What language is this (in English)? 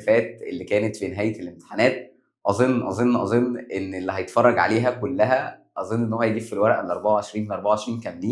Egyptian Arabic